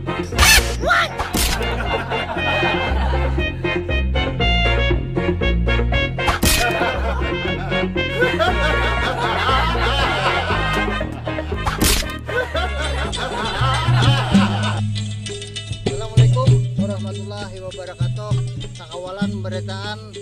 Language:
Banjar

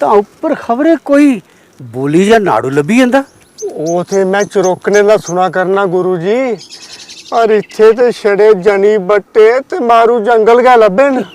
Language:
Dogri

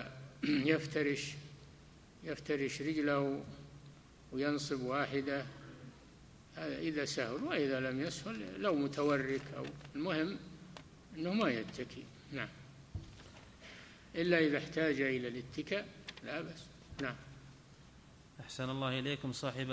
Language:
Arabic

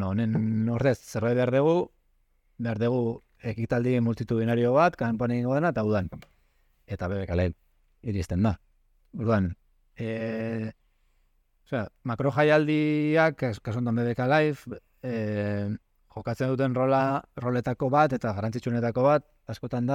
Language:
Basque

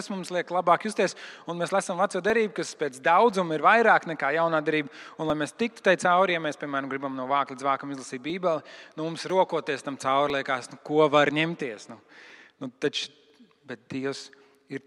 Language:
Latvian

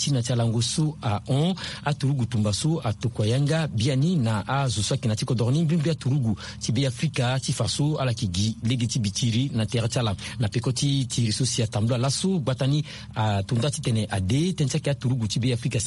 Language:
Sango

